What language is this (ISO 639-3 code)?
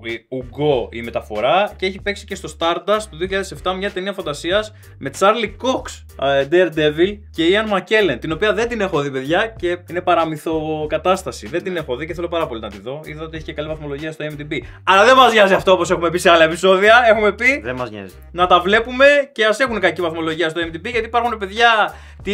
ell